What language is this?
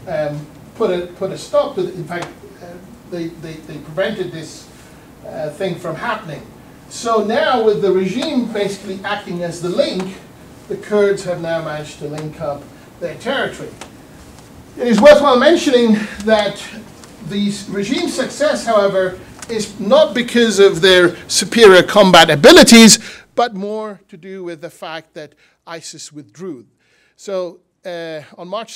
English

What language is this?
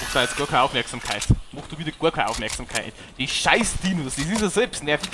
Bavarian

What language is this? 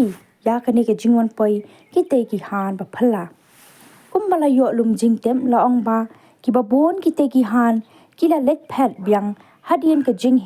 Khasi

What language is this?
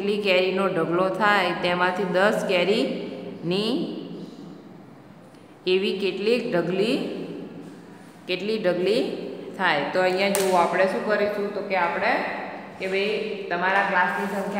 Gujarati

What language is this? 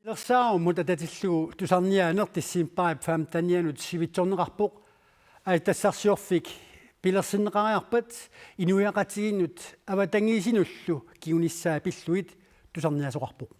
Kalaallisut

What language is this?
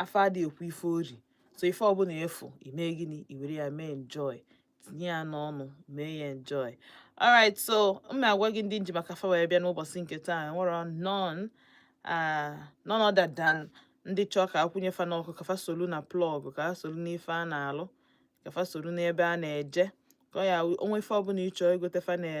Igbo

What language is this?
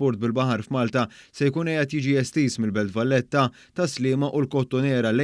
Maltese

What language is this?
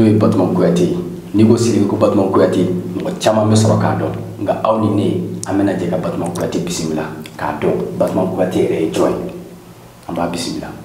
Bambara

